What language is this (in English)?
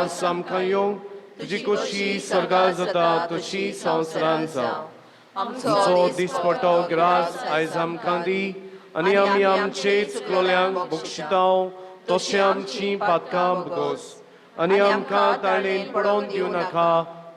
Konkani